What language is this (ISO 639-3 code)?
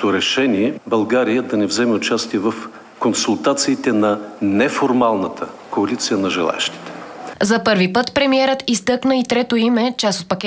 bul